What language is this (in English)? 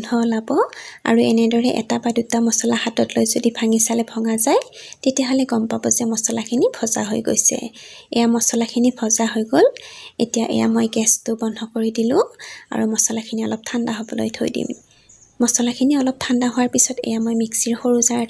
Assamese